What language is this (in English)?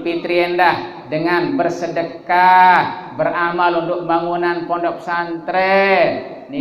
Sasak